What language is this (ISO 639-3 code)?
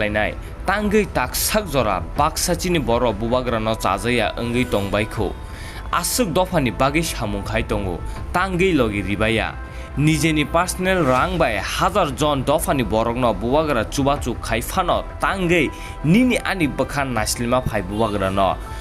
trp